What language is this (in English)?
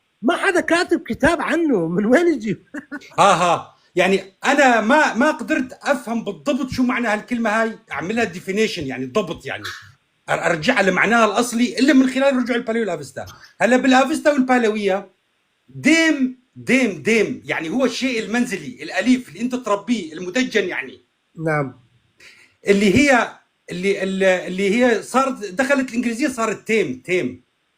North Levantine Arabic